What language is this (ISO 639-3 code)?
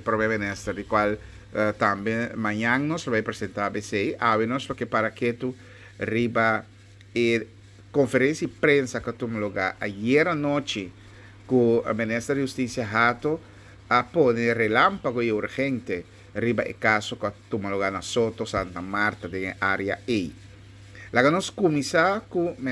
pap